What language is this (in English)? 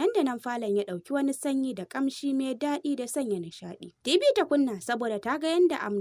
Hausa